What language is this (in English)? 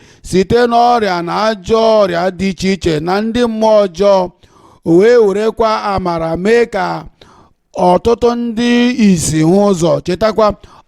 Igbo